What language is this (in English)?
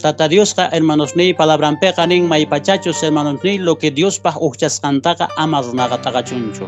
Quechua